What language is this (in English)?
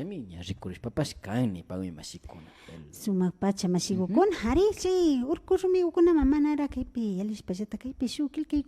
Imbabura Highland Quichua